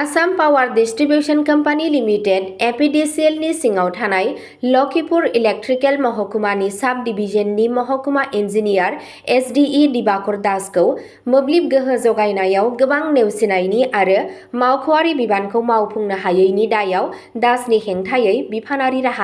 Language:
Bodo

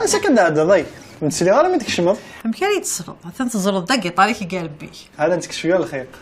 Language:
Kabyle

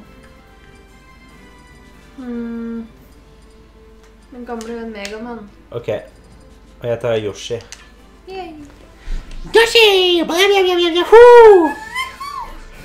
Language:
Norwegian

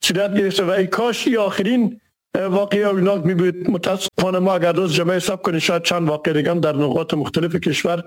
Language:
Persian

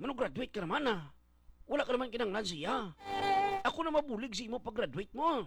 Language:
Hiligaynon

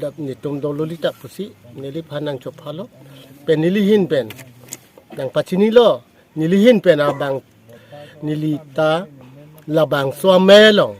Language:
Karbi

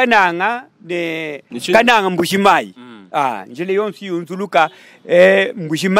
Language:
Luba-Lulua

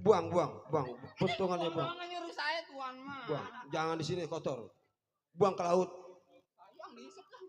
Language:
Betawi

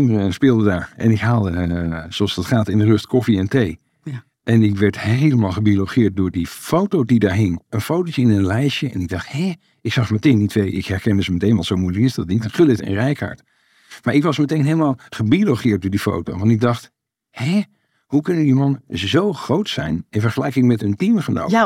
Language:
Dutch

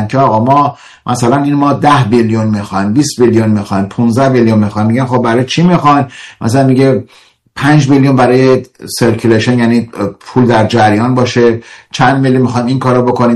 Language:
Persian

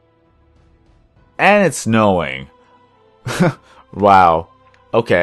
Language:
English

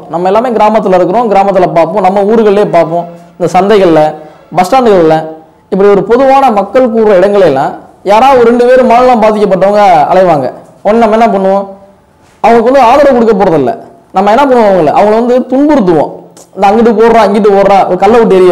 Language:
Tamil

